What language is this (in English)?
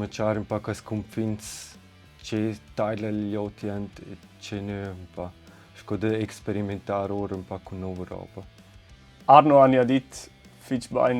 Romansh